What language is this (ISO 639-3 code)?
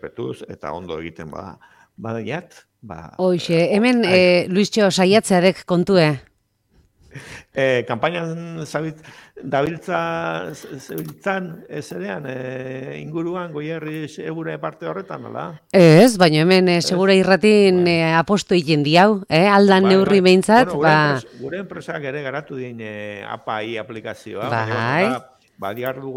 eus